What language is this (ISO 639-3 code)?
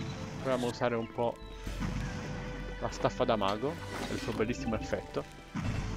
ita